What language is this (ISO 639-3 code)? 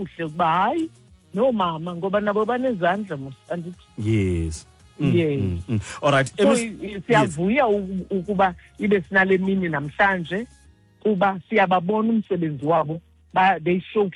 xho